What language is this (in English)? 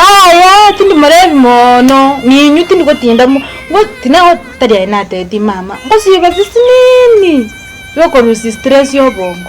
Gusii